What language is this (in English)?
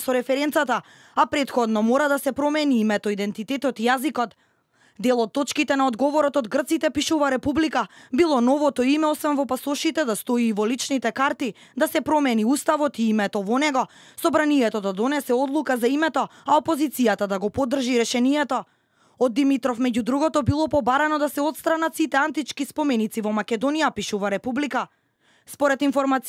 Macedonian